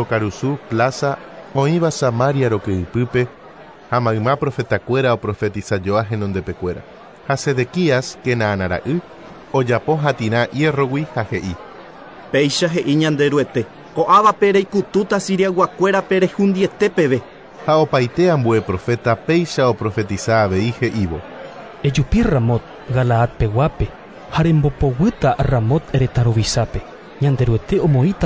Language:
Guarani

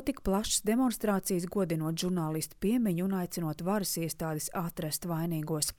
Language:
Latvian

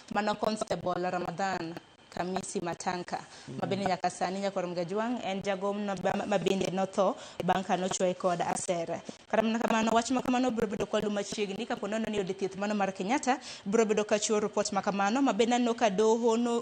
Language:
Luo (Kenya and Tanzania)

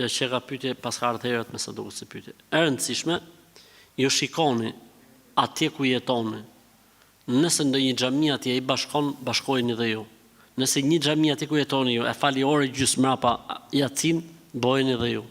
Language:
Albanian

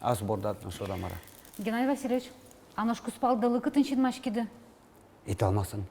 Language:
Udmurt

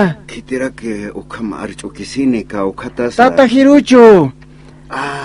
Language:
Aymara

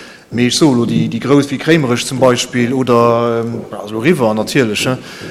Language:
Luxembourgish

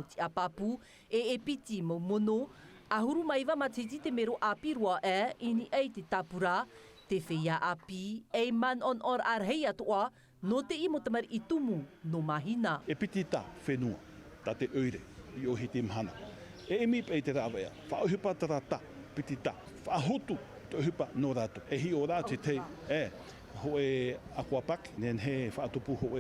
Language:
Tahitian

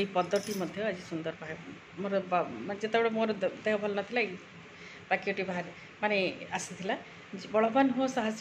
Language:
Odia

